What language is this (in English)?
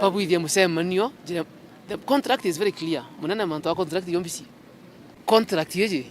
Meru